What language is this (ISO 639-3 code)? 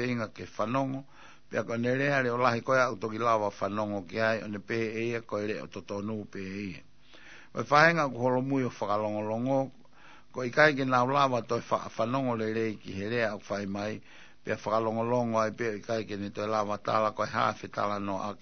ton